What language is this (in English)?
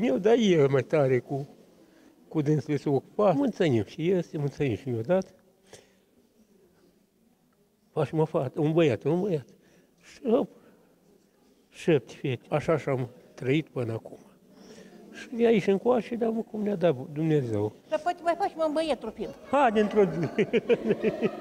Romanian